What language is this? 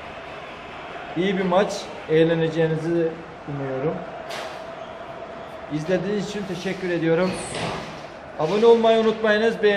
Turkish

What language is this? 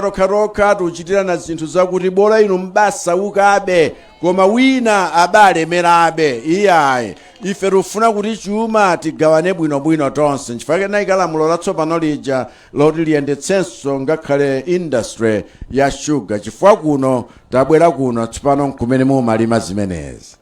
Nyanja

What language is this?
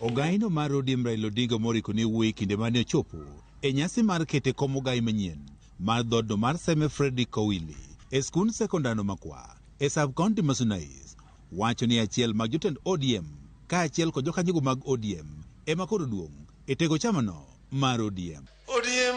Luo (Kenya and Tanzania)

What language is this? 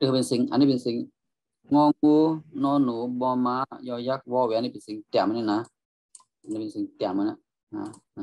Shan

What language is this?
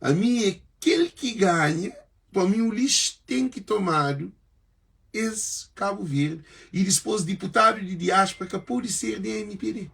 Kabuverdianu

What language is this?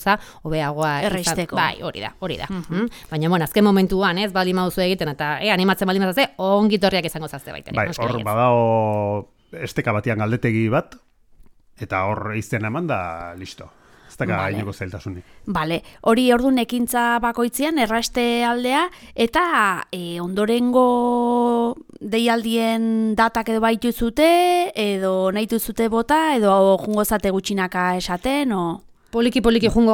Basque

